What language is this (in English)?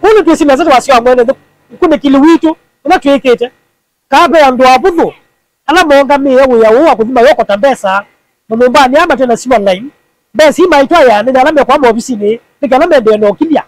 Kamba